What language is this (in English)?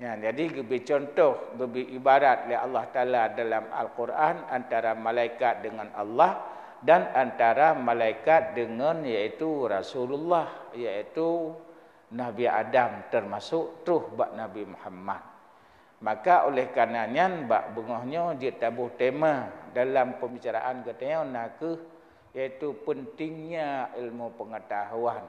Achinese